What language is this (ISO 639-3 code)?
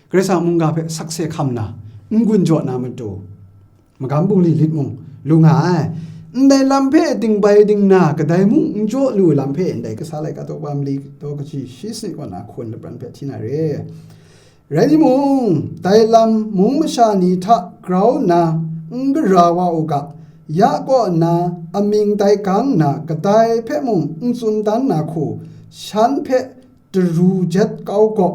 kac